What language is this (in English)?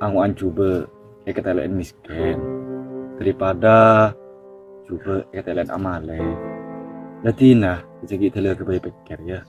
Madurese